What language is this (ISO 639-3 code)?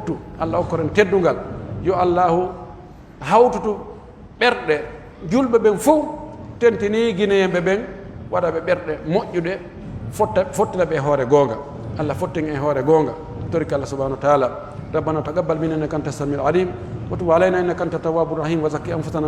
fuf